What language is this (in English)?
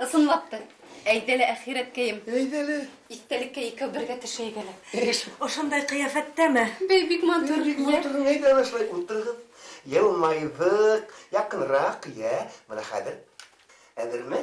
Bashkir